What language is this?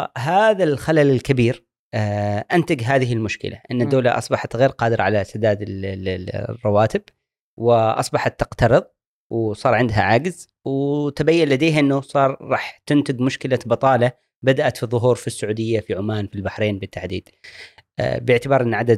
Gulf Arabic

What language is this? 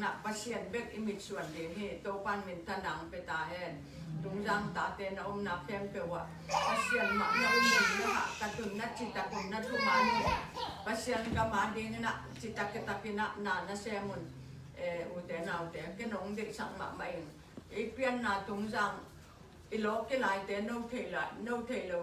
Tedim Chin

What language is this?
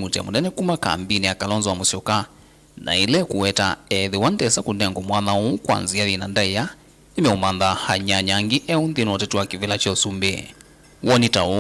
Kamba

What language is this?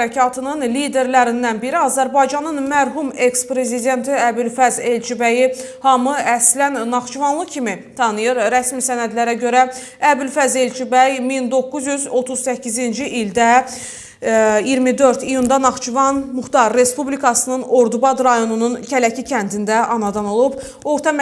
Azerbaijani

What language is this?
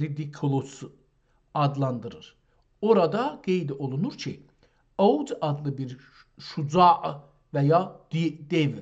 South Azerbaijani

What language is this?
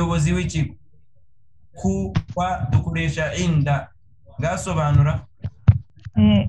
Kinyarwanda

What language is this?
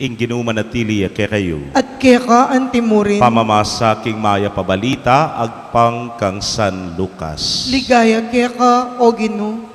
Pampanga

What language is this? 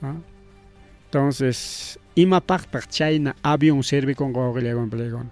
Ayacucho Quechua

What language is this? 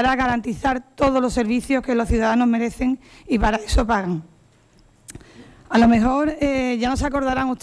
Spanish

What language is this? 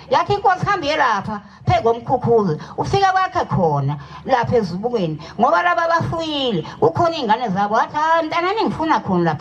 Zulu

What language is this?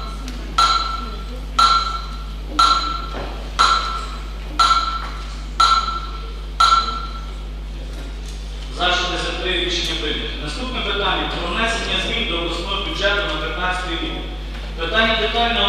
Ukrainian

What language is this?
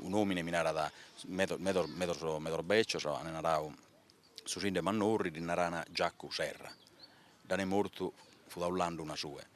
Sardinian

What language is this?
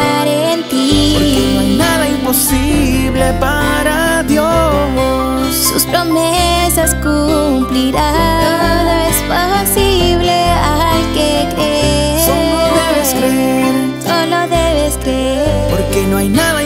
Spanish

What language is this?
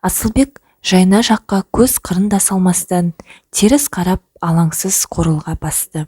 Kazakh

